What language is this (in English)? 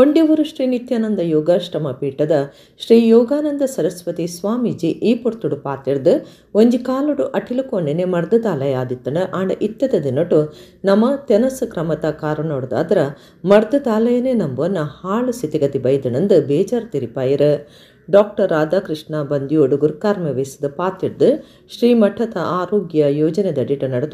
Tulu